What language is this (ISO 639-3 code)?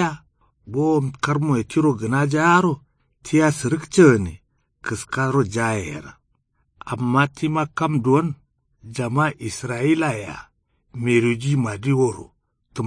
kau